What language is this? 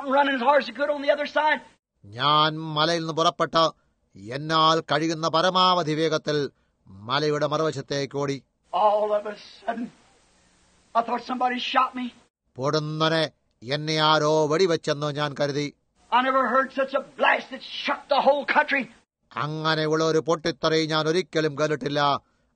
Malayalam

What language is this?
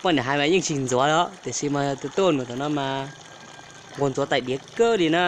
Hmong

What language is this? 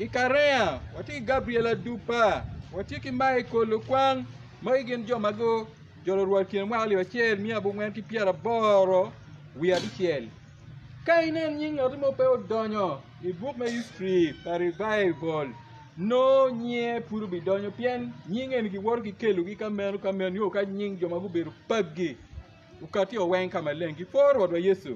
Acoli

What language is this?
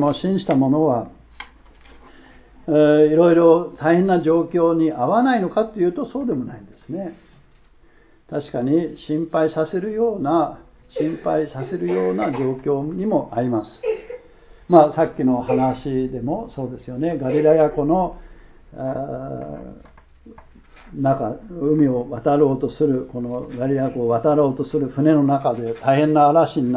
Japanese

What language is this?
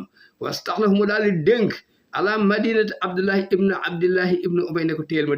Wolof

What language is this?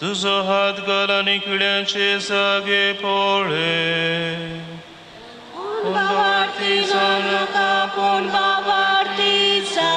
Konkani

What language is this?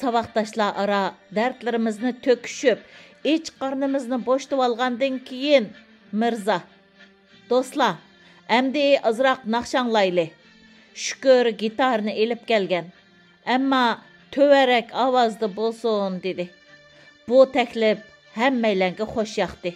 Uyghur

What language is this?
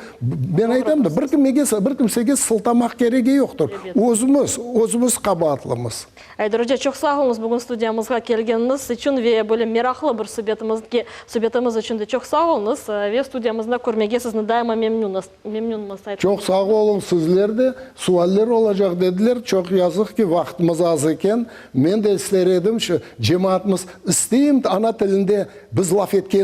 Crimean Tatar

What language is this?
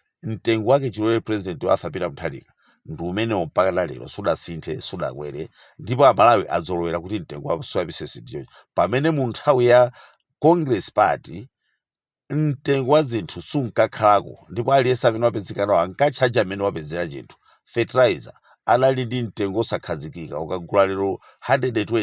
Nyanja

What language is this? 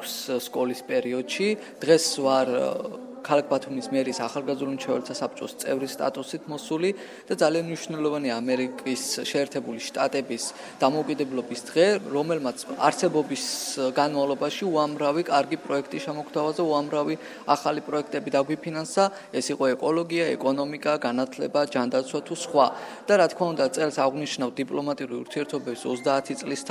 Georgian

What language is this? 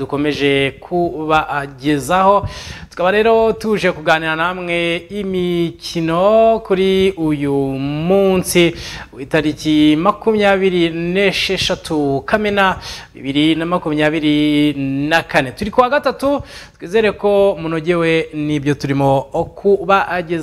Kinyarwanda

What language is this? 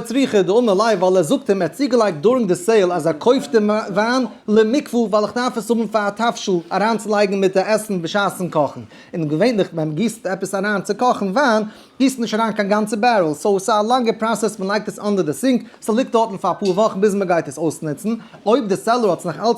Yiddish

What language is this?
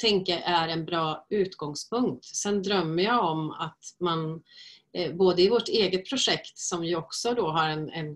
Swedish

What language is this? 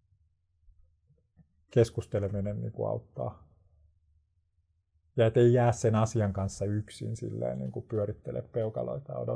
Finnish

